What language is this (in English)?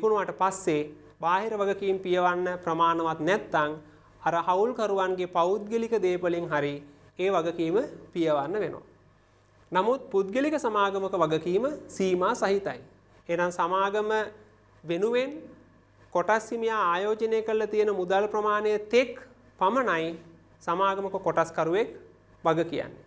Sinhala